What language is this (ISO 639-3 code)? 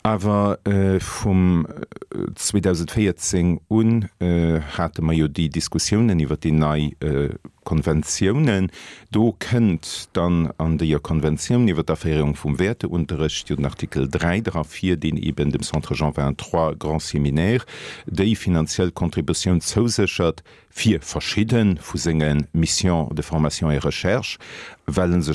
ltz